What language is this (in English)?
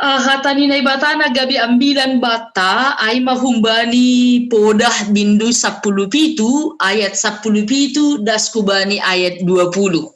Batak Simalungun